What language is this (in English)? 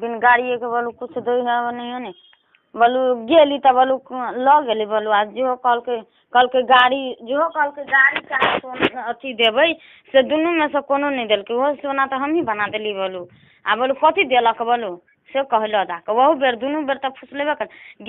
Maithili